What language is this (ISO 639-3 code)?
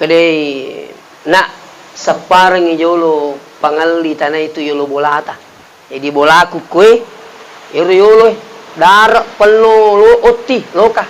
bug